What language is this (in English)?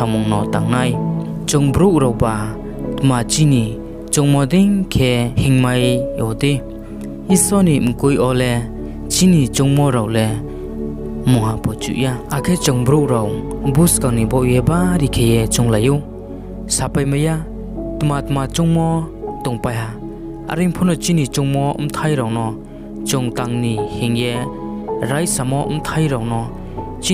Riang (India)